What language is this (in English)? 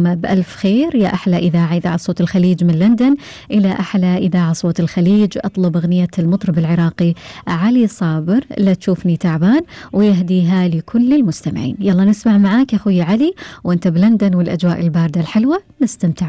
Gulf Arabic